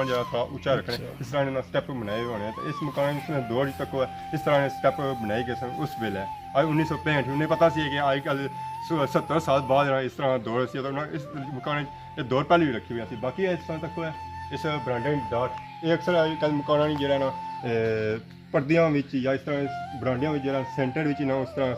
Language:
Pahari-Potwari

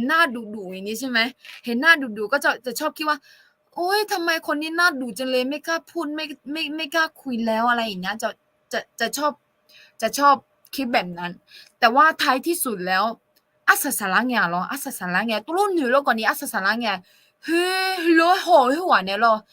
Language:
Akha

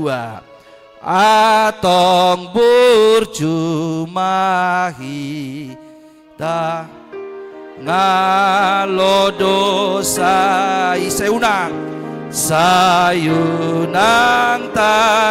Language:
Batak Toba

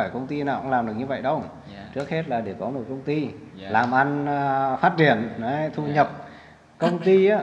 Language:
Vietnamese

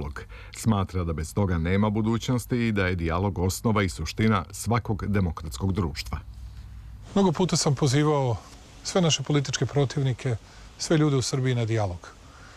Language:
Serbian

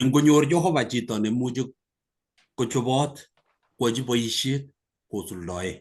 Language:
Kalenjin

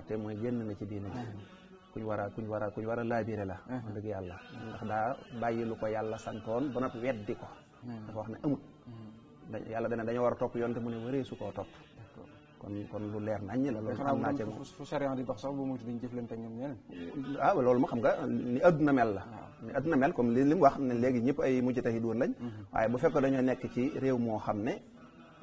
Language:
Wolof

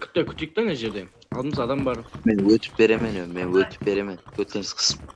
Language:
Kara-Kalpak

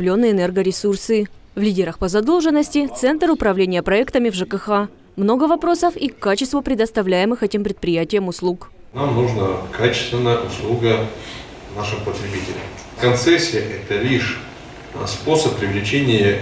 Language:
Russian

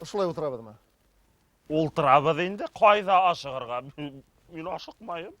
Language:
Bashkir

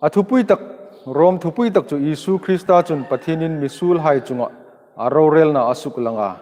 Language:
Hmar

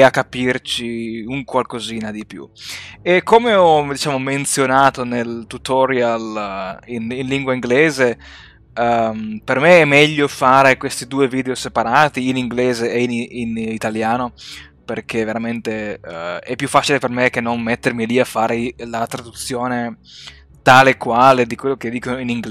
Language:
Italian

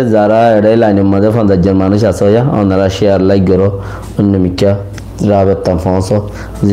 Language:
Rohingya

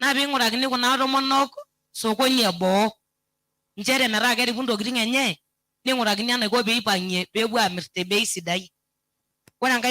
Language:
Masai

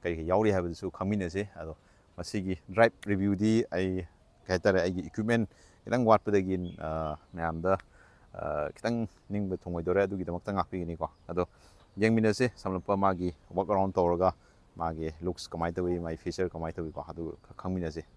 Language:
Manipuri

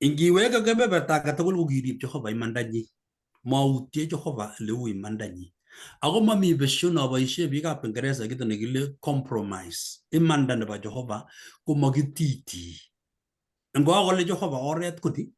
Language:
Kalenjin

